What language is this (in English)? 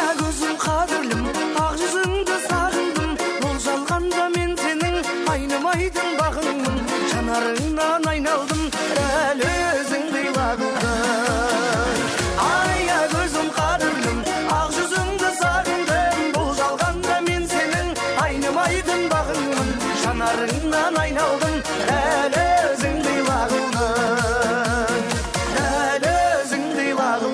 Kara-Kalpak